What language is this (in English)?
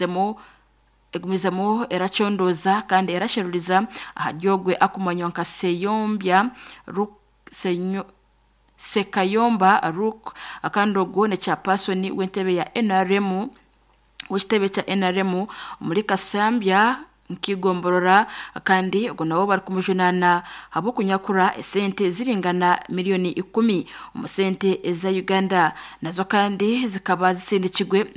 Nyankole